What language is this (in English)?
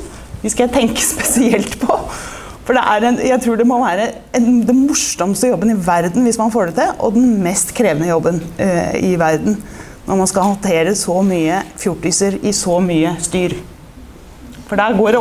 Norwegian